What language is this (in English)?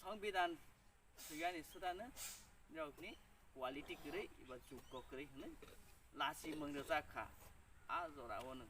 Kok Borok